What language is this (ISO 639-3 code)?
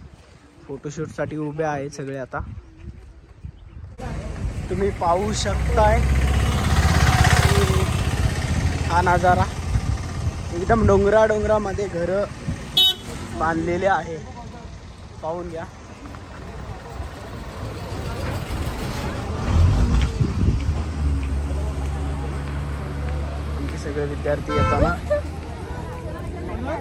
mar